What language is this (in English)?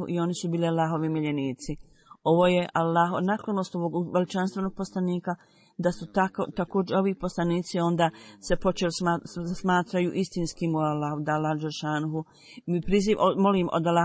Bosnian